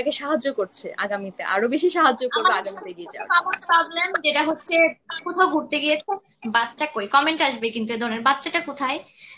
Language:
Bangla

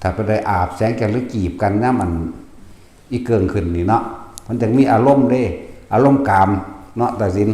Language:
Northeastern Thai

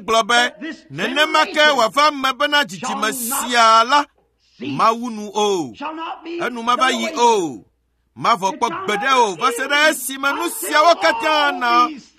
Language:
Ewe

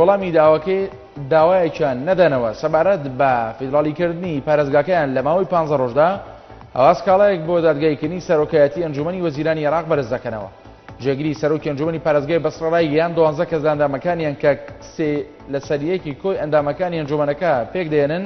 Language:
Central Kurdish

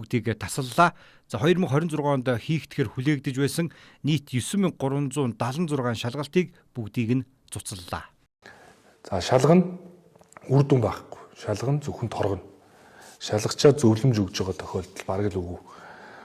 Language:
Mongolian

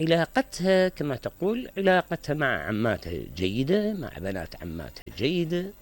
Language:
Mesopotamian Arabic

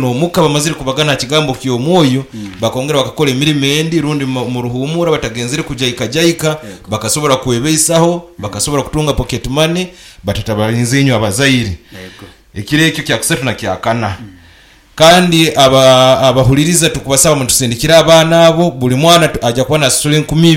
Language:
Nyoro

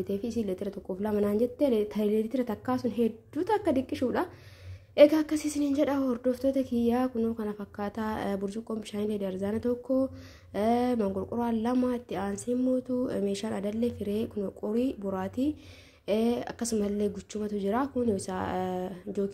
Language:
Oromo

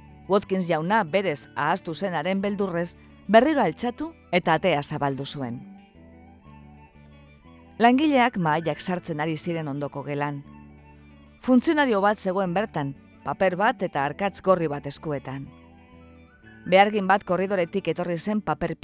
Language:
Basque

